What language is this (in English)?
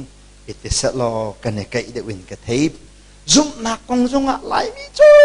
Hakha Chin